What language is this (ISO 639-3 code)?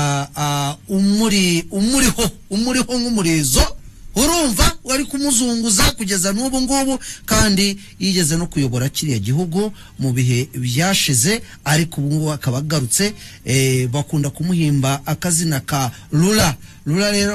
kin